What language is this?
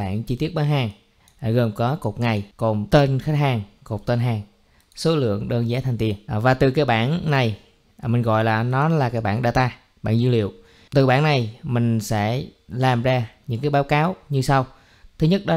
Vietnamese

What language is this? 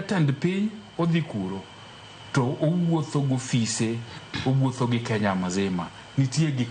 Luo (Kenya and Tanzania)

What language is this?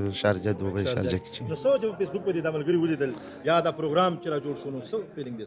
Pashto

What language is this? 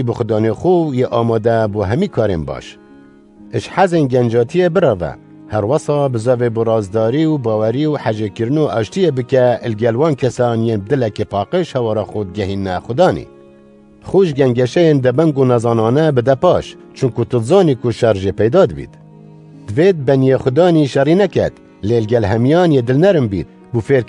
Kurdish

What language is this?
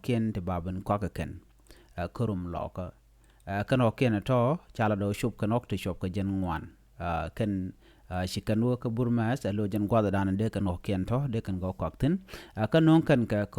Nuer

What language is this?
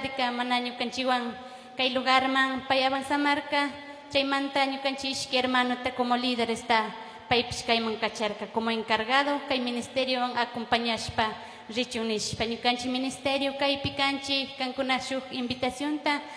Chimborazo Highland Quichua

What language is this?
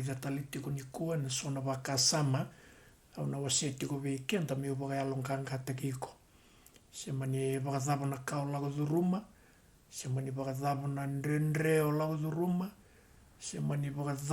Fijian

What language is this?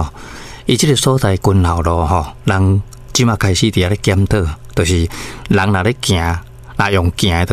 Min Nan Chinese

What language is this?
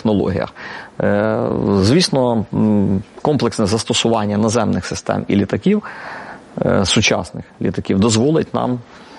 Ukrainian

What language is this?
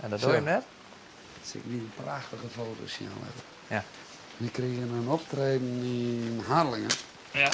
Western Frisian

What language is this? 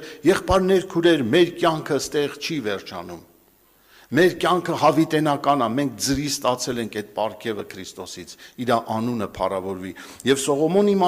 Armenian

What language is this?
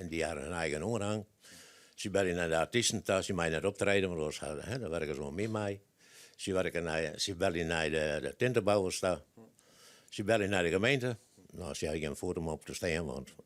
Western Frisian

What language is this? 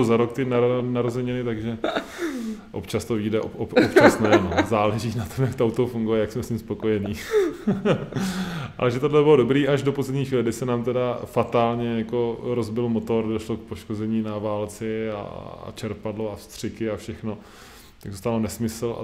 Czech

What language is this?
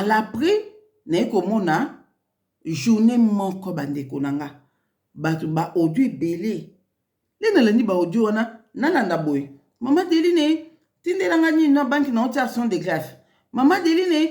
Lingala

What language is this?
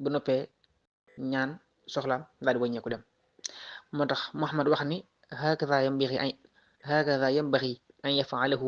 Wolof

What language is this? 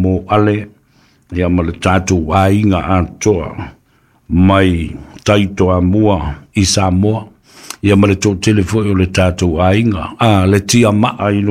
Samoan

